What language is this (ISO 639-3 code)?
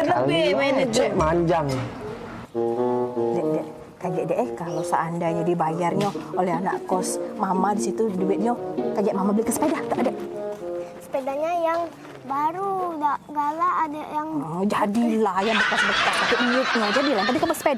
mui